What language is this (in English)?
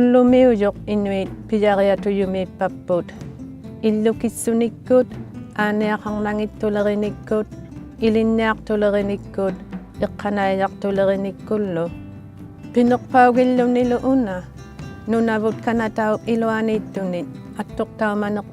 Inuktitut